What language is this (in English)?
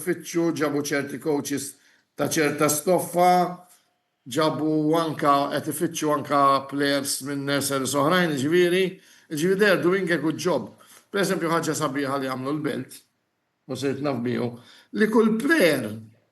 Maltese